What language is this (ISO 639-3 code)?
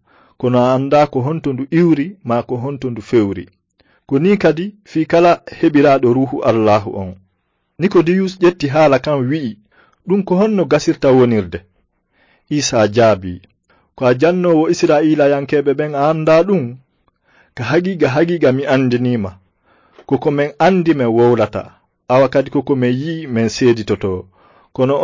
ful